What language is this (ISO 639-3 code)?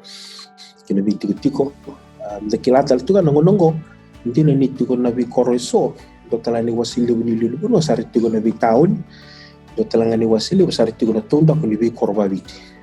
fij